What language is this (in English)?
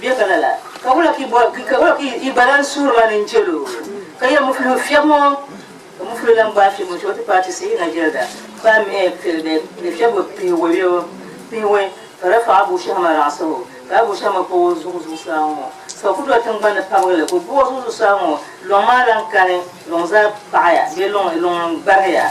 Dagbani